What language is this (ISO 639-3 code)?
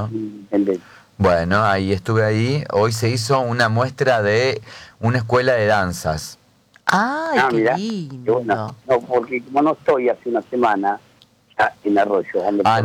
spa